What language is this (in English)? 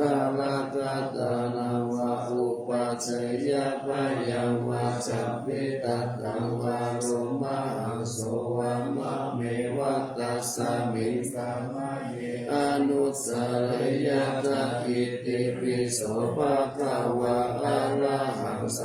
Pali